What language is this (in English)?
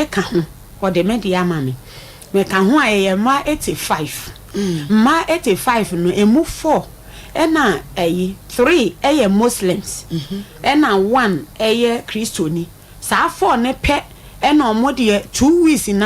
Akan